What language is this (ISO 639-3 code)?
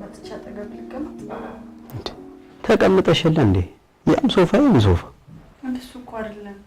amh